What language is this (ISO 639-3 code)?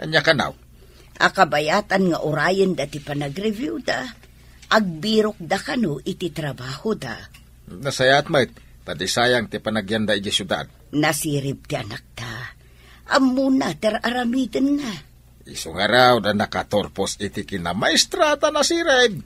ilo